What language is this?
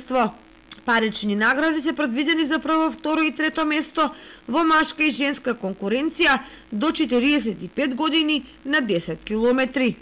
Macedonian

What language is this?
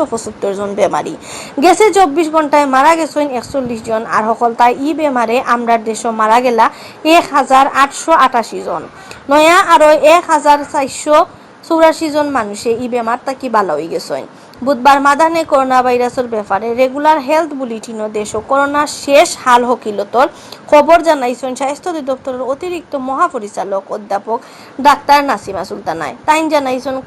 Sylheti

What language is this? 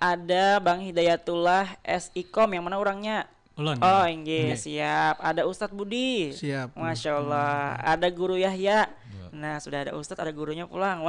Banjar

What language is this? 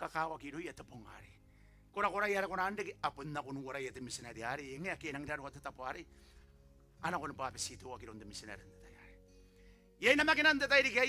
Gilbertese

